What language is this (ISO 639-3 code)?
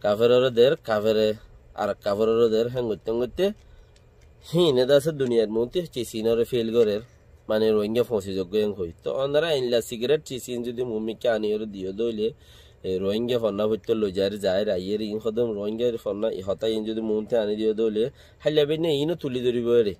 rhg